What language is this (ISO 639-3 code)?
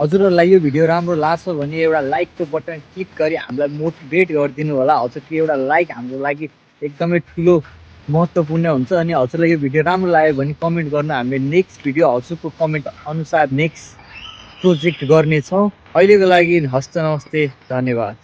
nep